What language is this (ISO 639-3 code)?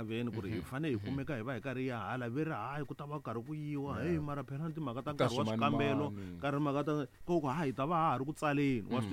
tso